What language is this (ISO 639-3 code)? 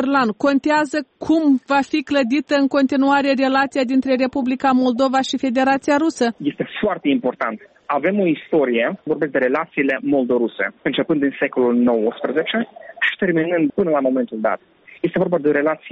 ron